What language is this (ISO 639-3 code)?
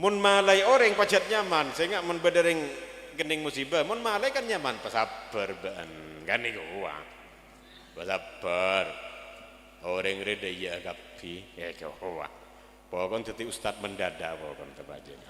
mad